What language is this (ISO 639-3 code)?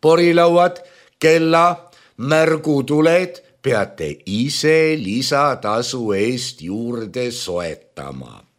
est